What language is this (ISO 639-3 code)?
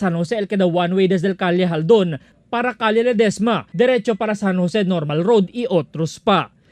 cbk